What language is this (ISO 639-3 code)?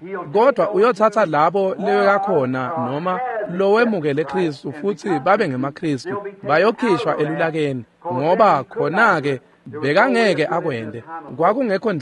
ssw